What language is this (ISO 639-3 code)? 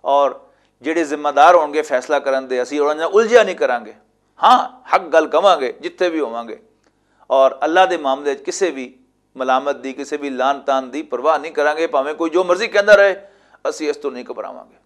lah